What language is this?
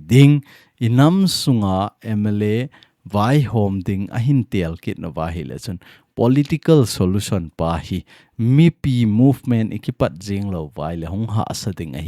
Thado Chin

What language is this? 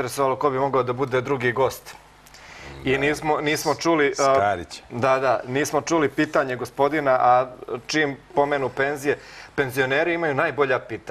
Serbian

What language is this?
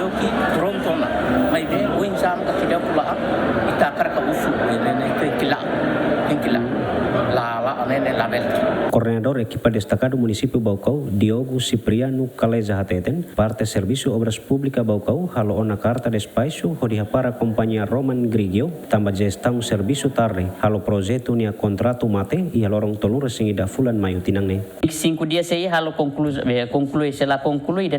Tetum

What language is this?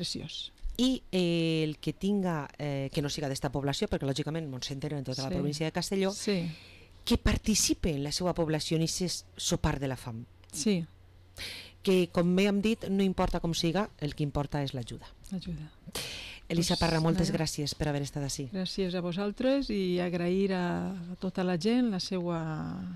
Catalan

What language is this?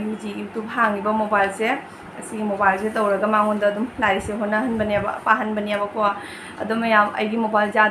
Manipuri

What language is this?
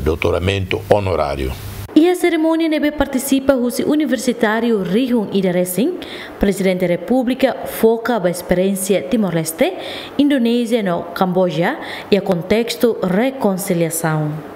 Tetum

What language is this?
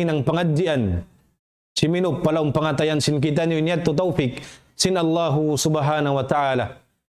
Tausug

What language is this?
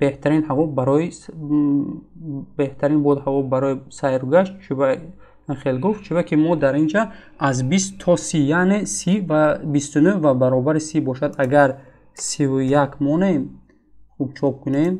Tajik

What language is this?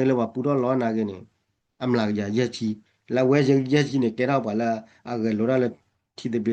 S'gaw Karen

